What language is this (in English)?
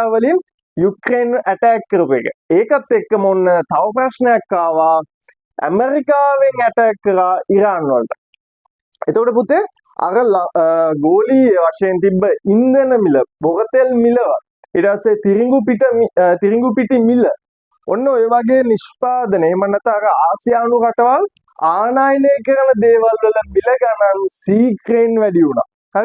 Sinhala